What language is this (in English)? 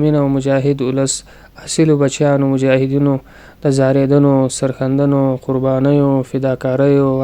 Pashto